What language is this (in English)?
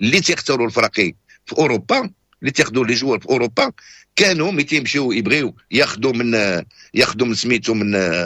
Moroccan Arabic